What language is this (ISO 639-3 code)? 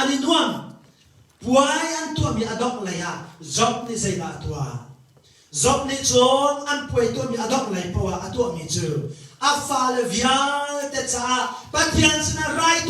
cnh